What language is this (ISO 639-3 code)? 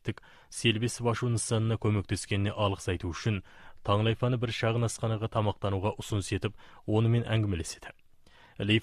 kaz